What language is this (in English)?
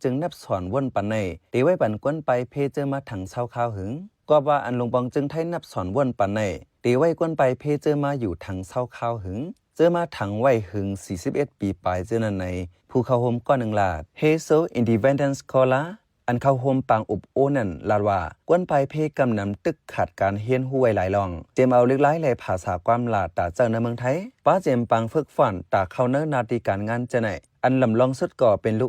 Shan